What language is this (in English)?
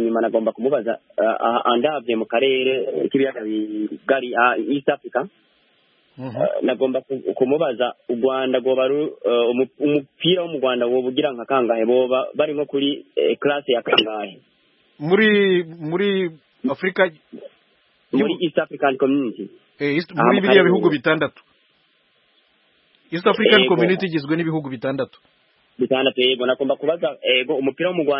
Kinyarwanda